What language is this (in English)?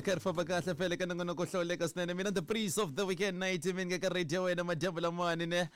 Tsonga